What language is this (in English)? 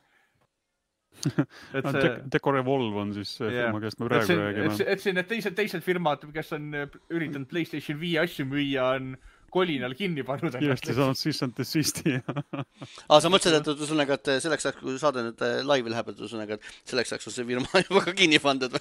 Estonian